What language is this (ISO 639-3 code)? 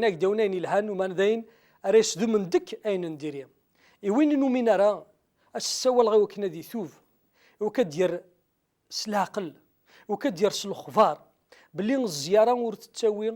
kab